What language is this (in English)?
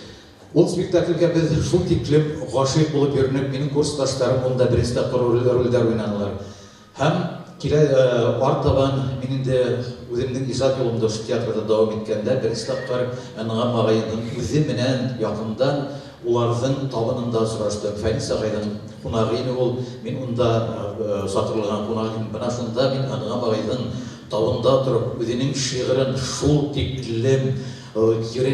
Bashkir